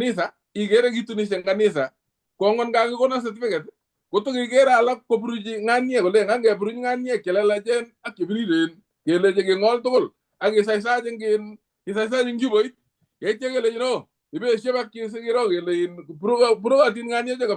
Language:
Kalenjin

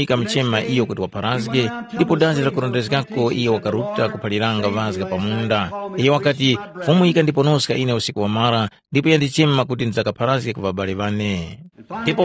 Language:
Tumbuka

